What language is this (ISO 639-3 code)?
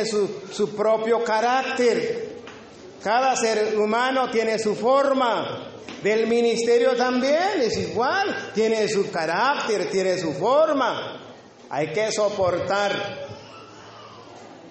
spa